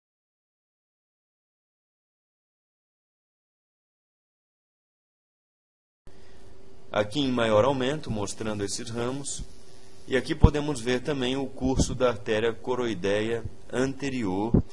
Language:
Portuguese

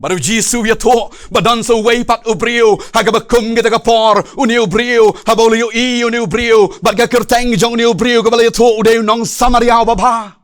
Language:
Khasi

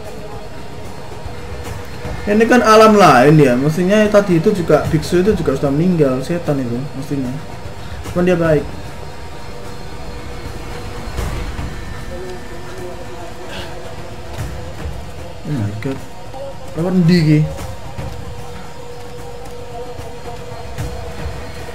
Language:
Indonesian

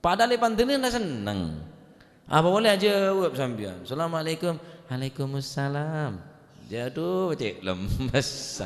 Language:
Madurese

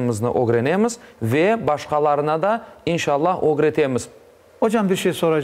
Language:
Crimean Tatar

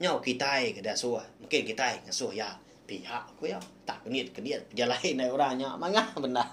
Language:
Iban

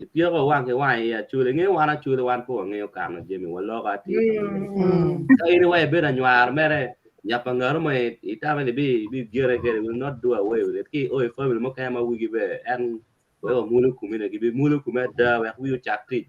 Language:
Acoli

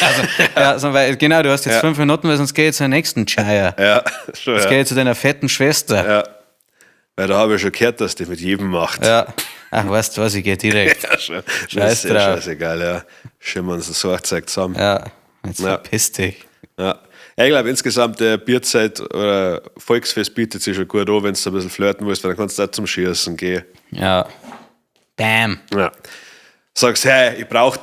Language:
Bavarian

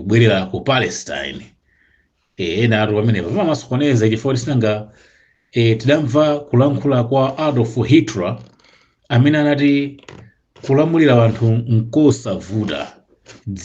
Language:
Nyanja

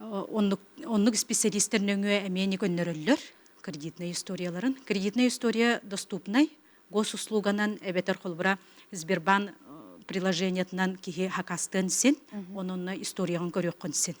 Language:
Yakut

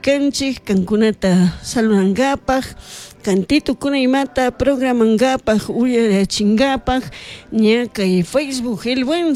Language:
Chimborazo Highland Quichua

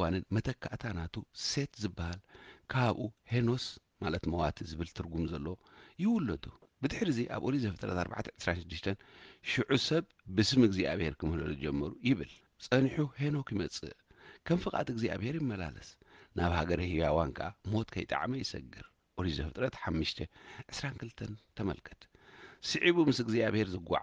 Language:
Tigrinya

